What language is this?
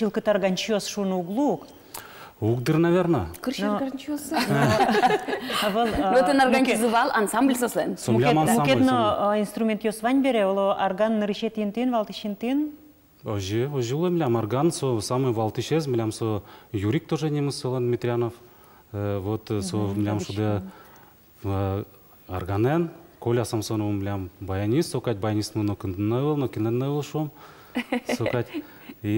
Udmurt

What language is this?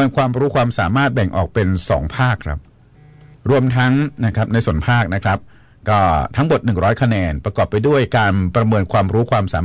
Thai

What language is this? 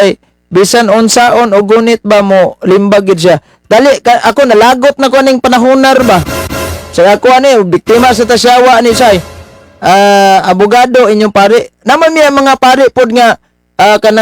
Cebuano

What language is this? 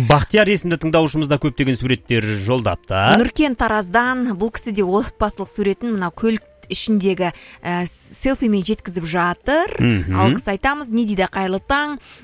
Kazakh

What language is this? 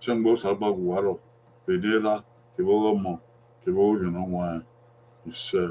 Bini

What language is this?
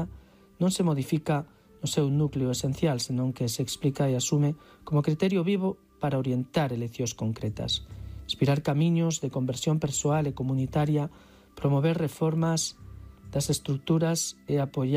Galician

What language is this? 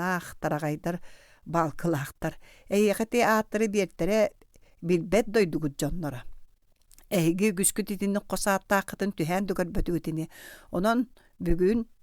Yakut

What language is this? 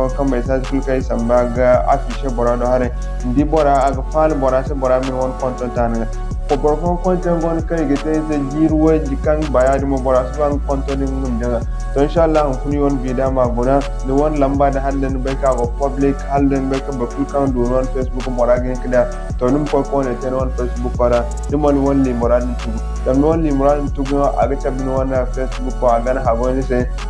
Zarma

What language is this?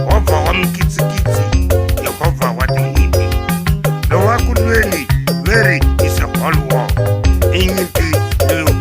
Tsonga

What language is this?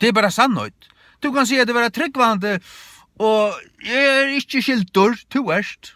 Faroese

